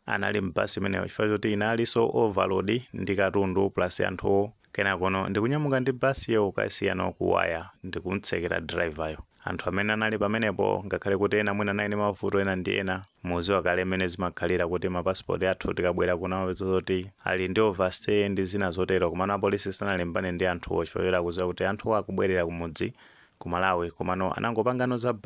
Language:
Nyanja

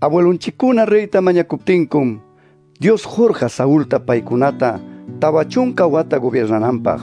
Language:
Quechua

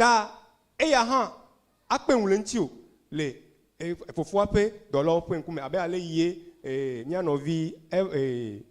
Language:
Ewe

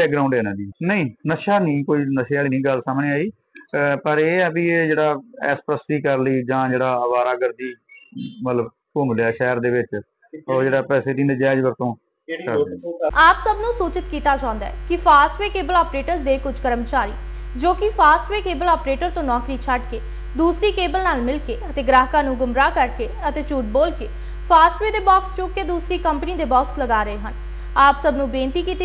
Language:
Punjabi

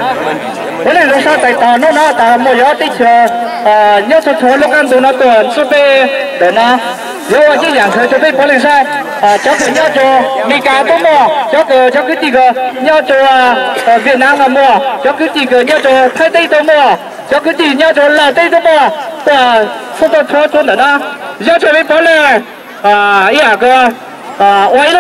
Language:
Hmong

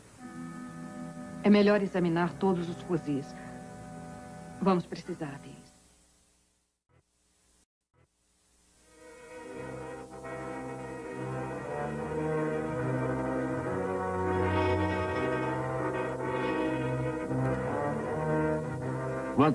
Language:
Portuguese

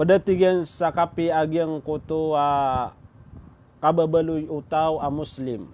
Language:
Maranao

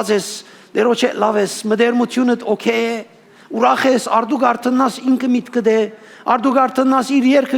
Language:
Western Armenian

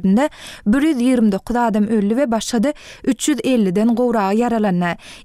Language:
Turkmen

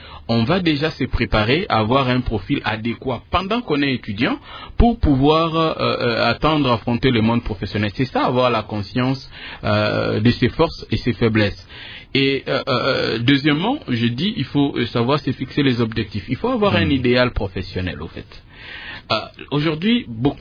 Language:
French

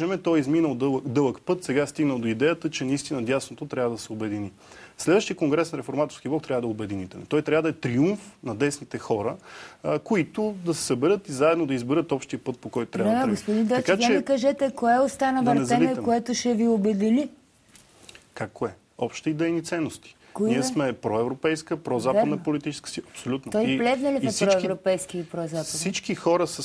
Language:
Bulgarian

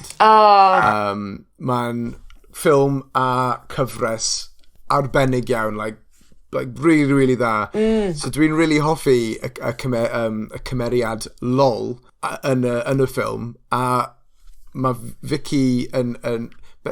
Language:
Welsh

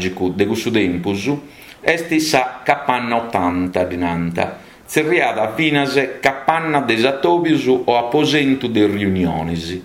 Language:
Sardinian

